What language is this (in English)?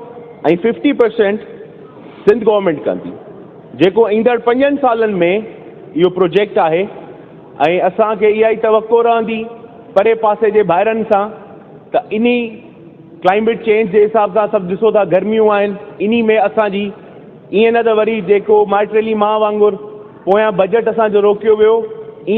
Sindhi